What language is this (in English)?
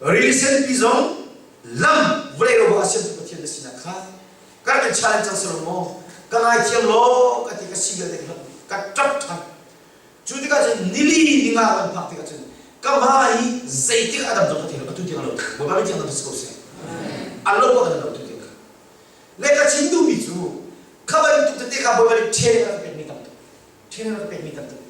Hakha Chin